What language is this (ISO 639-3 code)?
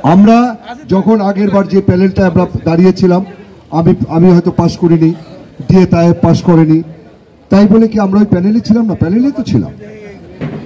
ben